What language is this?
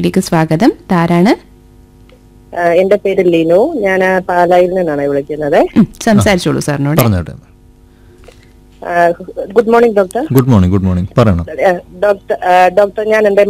Malayalam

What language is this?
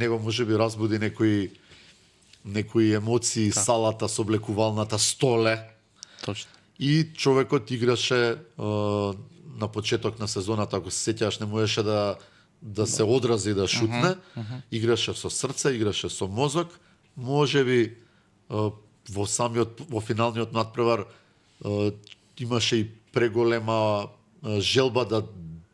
Macedonian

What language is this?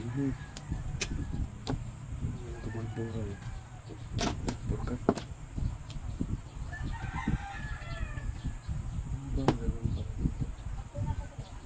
Filipino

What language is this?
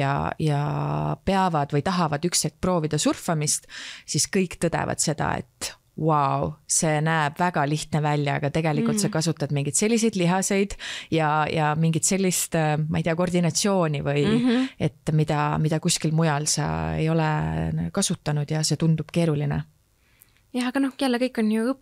Estonian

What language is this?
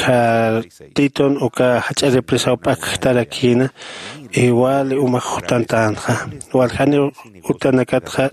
Aymara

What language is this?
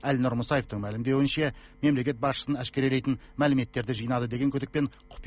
Kazakh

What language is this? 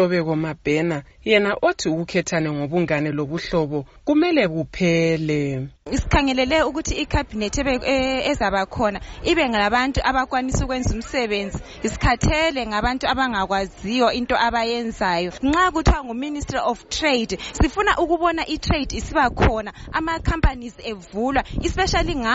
North Ndebele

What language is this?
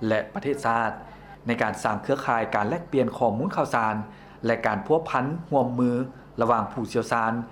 Lao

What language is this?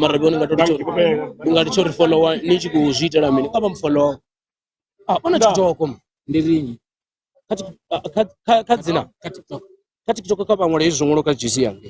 Venda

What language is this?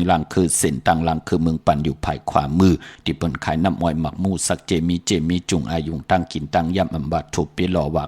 Shan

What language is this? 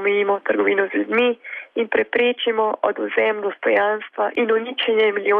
Slovenian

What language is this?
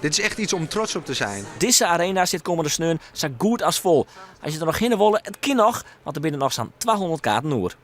Western Frisian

